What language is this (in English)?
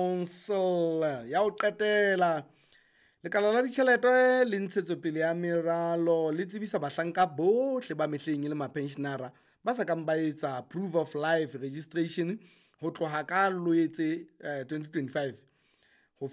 Southern Sotho